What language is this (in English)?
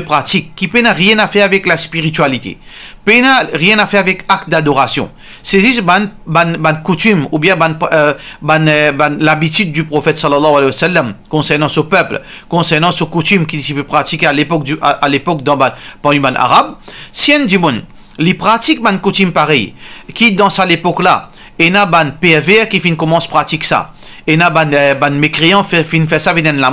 Morisyen